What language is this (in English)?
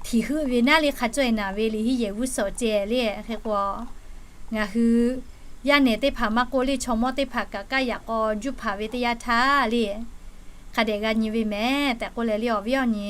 Lahu